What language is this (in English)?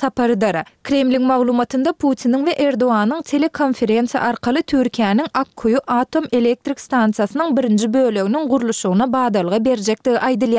Turkmen